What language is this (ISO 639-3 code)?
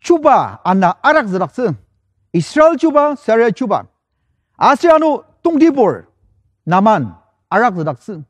njo